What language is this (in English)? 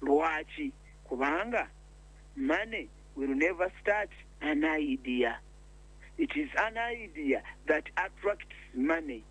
Ganda